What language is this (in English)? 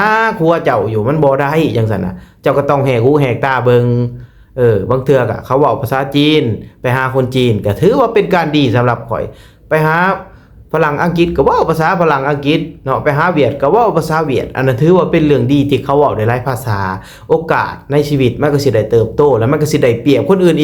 Lao